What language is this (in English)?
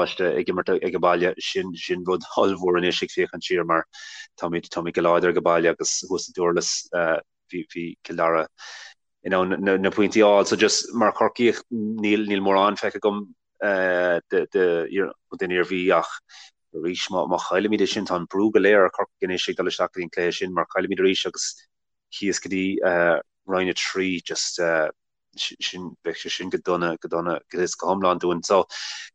Irish